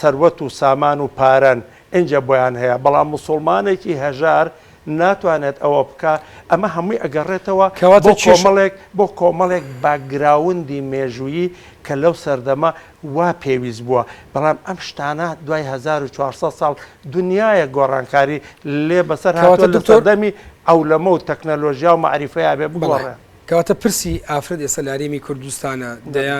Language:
Central Kurdish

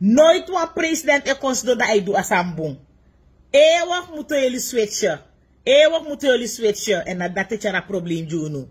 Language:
Sranan Tongo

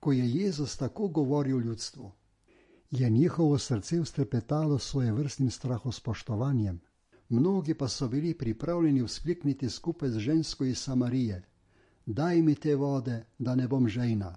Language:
Slovenian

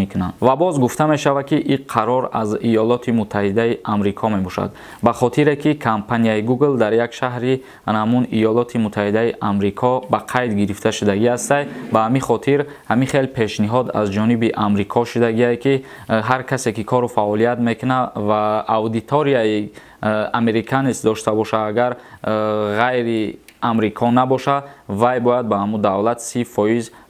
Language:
Tajik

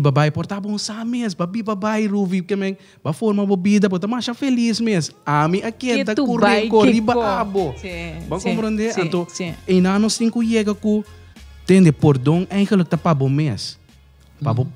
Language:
Papiamento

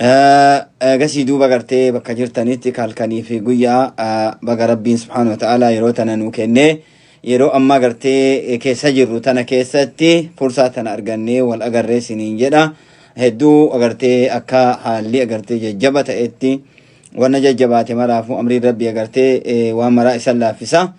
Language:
Oromo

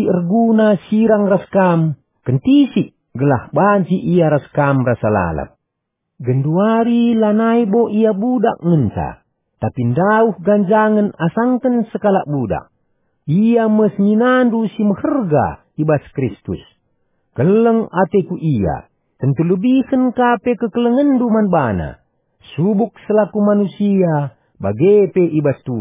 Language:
Batak Karo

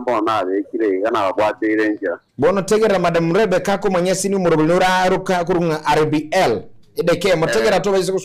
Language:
Gusii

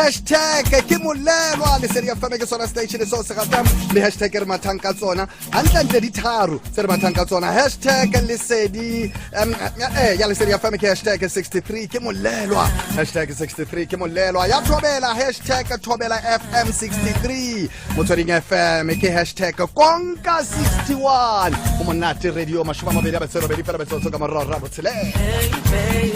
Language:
Tswana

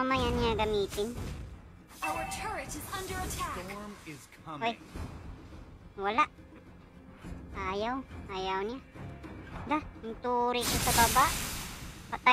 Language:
Filipino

